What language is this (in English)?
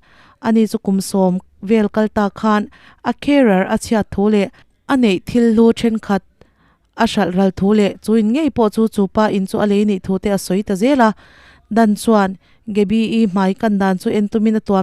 Mizo